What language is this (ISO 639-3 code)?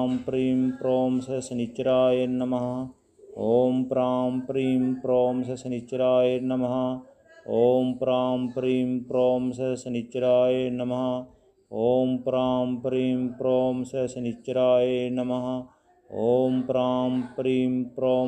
san